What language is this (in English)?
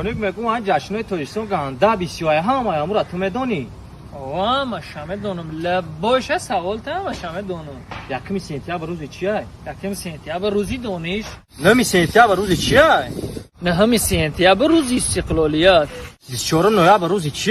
Tajik